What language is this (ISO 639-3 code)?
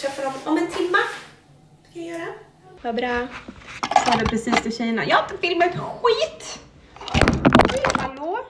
swe